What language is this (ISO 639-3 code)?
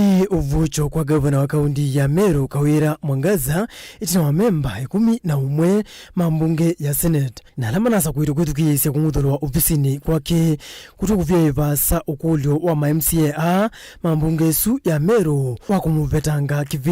kam